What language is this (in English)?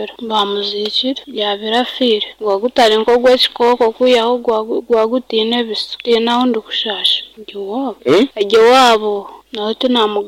Nyankole